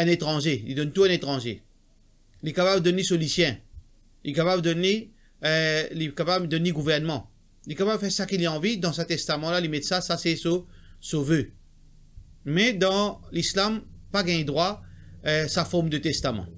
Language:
Morisyen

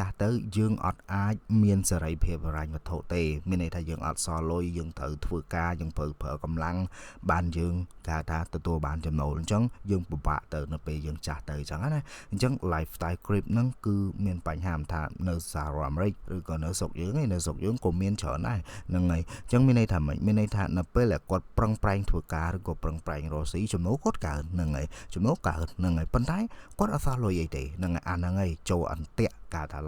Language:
Khmer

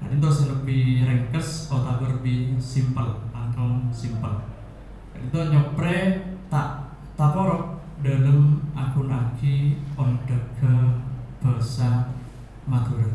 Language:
Madurese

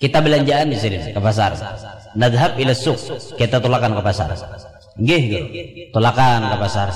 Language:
Banjar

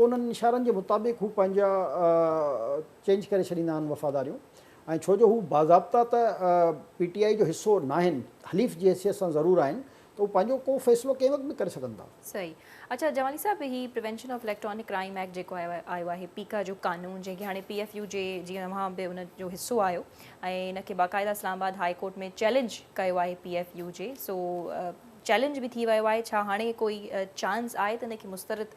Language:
Sindhi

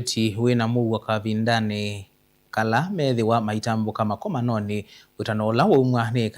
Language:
Kamba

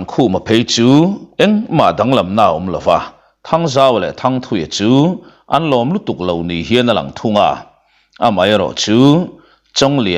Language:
Mizo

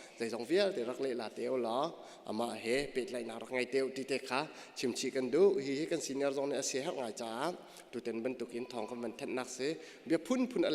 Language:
Hakha Chin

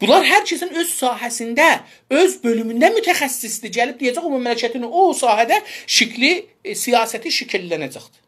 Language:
South Azerbaijani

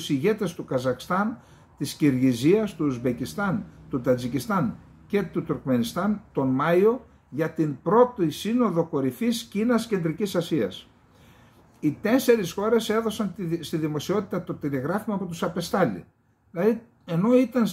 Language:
Greek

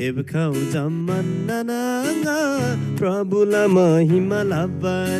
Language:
Eastern Tamang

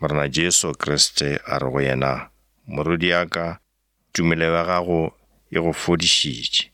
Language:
Northern Sotho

